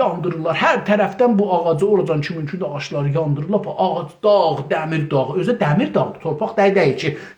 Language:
South Azerbaijani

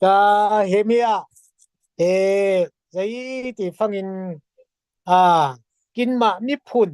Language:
Falam Chin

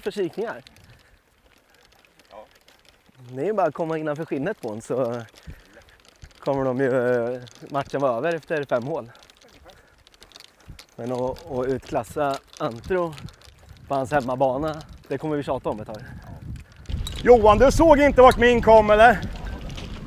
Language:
Swedish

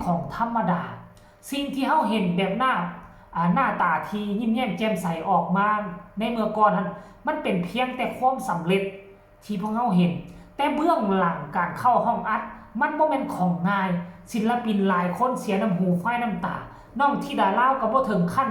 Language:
Northeastern Thai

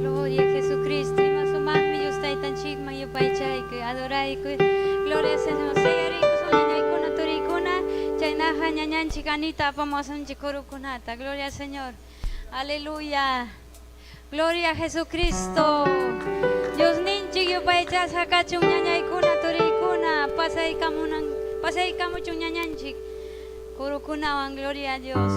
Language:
Ayacucho Quechua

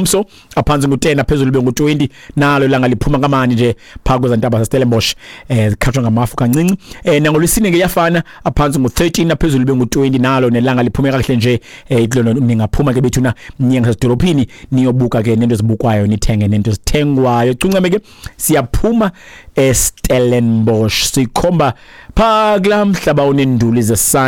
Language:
Xhosa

